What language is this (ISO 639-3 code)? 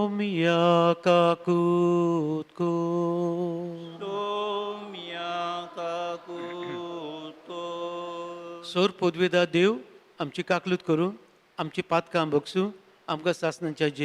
kok